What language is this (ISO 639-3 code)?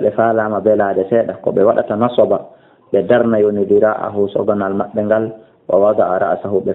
ful